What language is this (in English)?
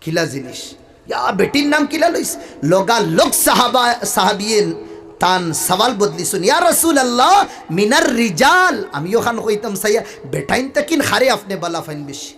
Sylheti